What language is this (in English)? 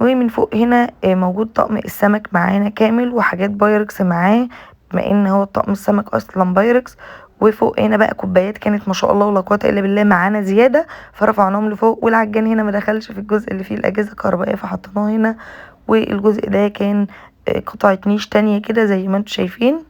Egyptian Arabic